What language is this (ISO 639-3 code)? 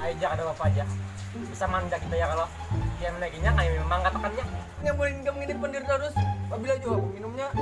bjn